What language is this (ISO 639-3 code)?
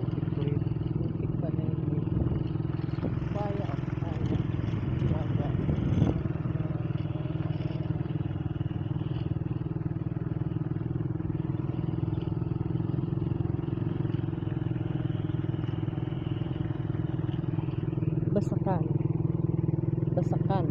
fil